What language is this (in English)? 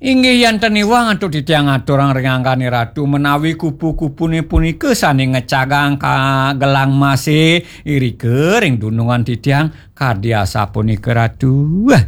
Balinese